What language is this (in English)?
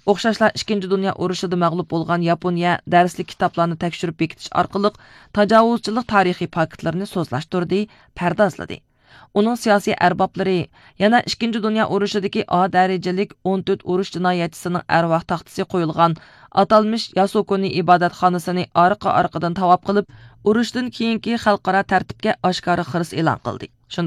Uyghur